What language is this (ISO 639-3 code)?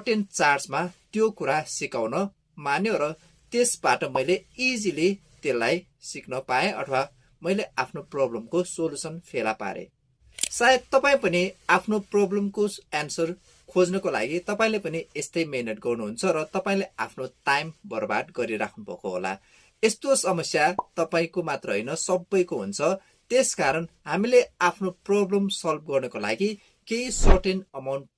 nep